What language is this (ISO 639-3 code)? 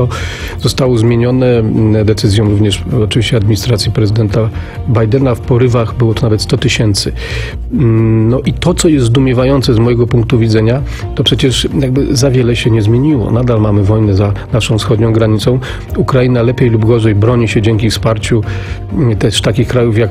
pol